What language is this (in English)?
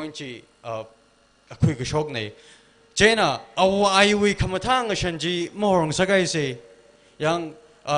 Tangkhul Naga (India)